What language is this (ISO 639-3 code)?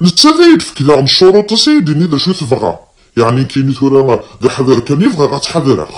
kab